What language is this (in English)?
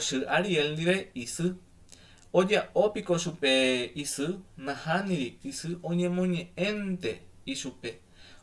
Guarani